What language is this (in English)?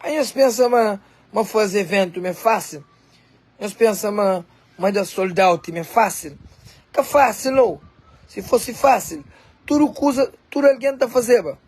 Kabuverdianu